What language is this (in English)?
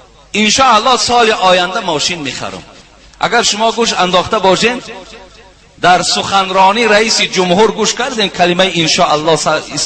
Tajik